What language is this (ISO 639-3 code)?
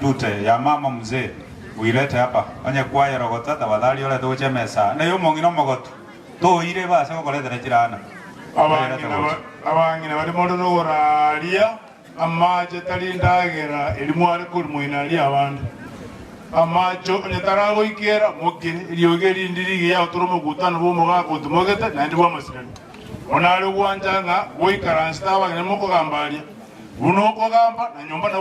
guz